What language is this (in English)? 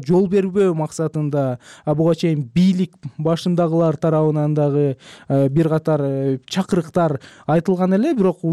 Kyrgyz